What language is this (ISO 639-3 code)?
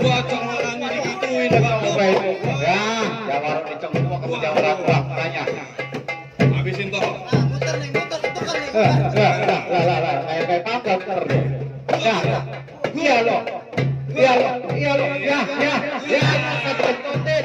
bew